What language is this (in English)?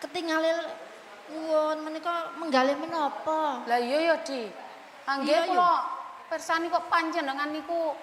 Javanese